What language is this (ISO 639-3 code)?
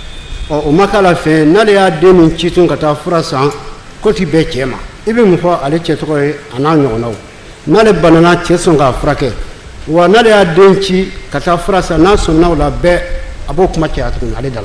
bam